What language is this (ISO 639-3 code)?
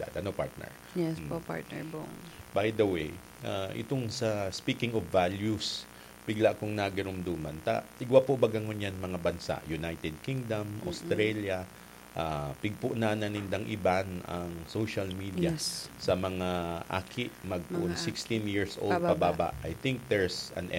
bik